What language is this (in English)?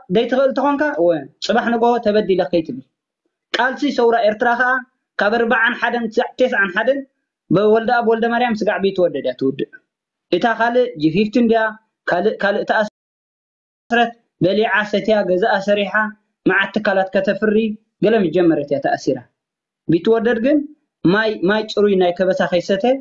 Tigrinya